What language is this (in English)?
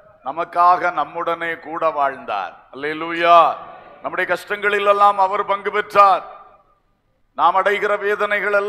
Tamil